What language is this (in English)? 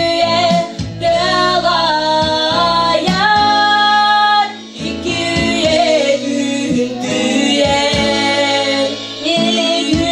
Yakut